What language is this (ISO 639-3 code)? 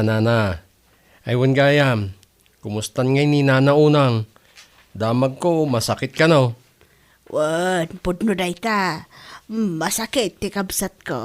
ilo